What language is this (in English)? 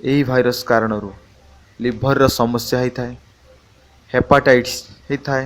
Odia